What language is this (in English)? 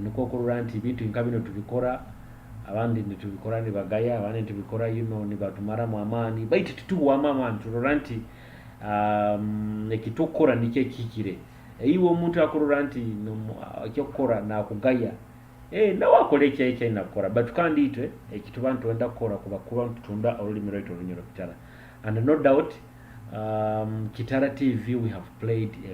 Nyoro